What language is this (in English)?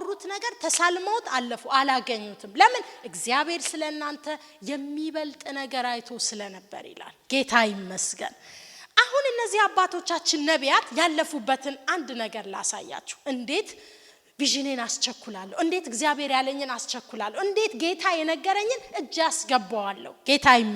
Amharic